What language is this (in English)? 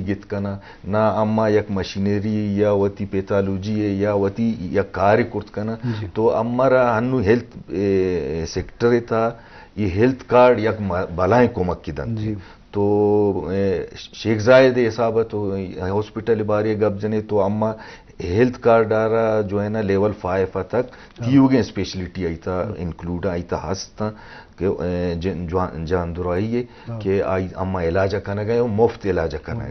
Baluchi